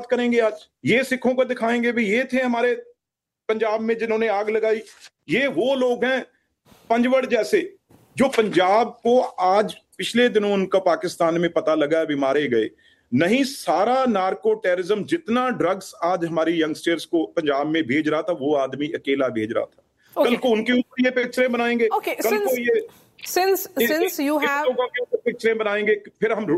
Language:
Hindi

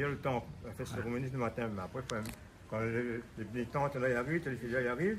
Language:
Réunion Creole French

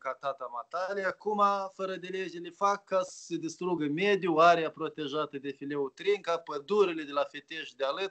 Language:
Romanian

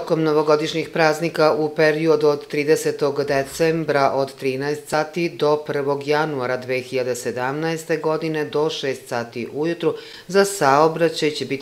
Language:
Serbian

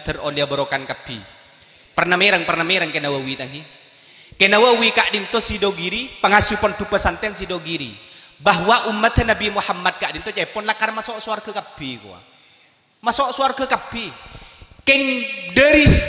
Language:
Madurese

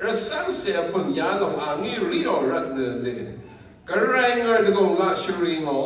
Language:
Rawang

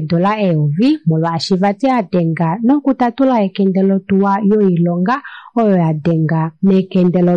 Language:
Kuanyama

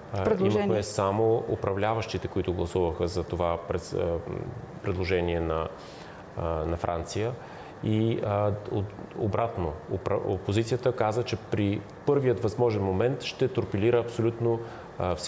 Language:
Bulgarian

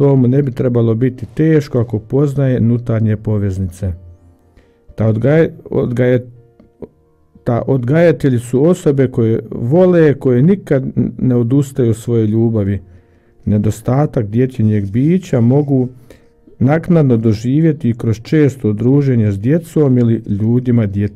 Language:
Croatian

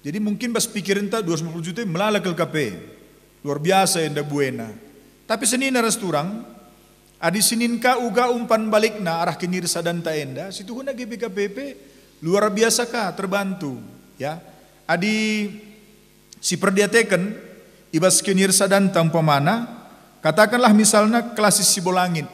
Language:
Batak Karo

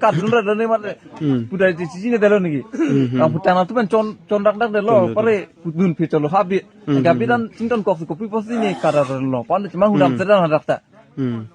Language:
Karbi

